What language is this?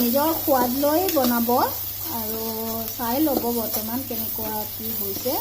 Assamese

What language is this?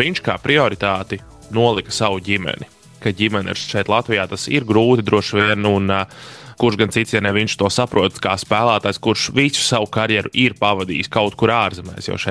Latvian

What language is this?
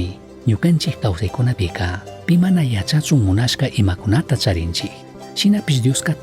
Chimborazo Highland Quichua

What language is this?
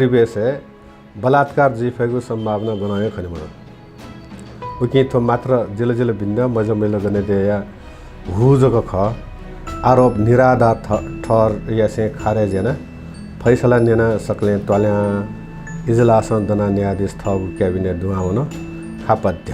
Newari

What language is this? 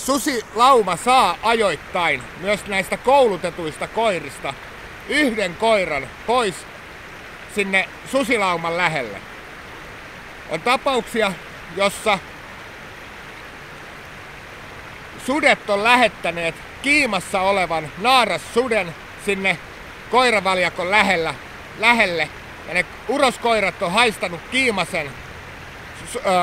Finnish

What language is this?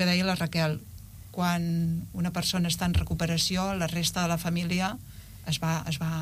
Catalan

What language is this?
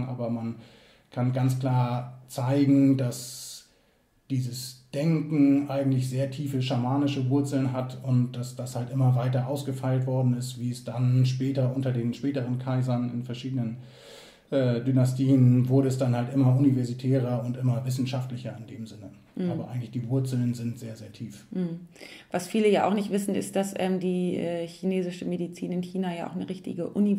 German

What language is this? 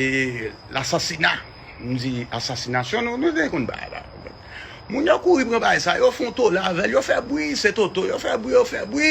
Haitian Creole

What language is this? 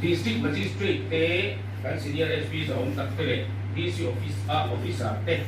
Mizo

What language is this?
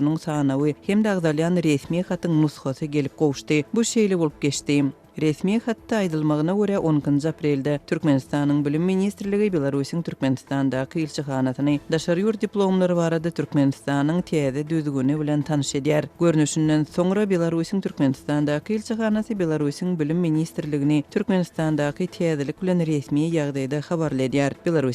Turkmen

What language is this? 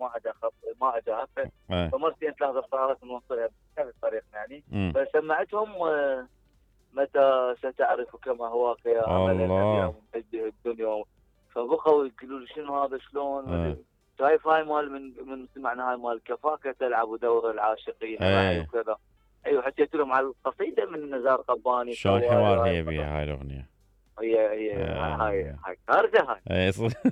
Mesopotamian Arabic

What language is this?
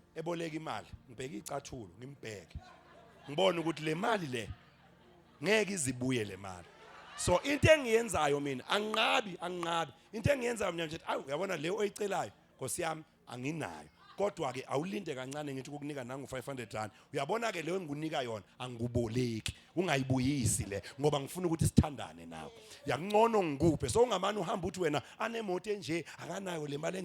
Zulu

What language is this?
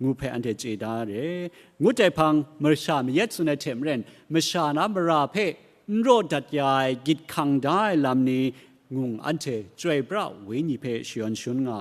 Kachin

